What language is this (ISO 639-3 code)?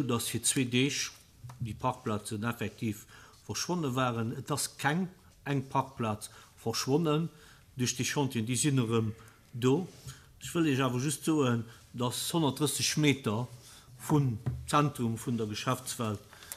ltz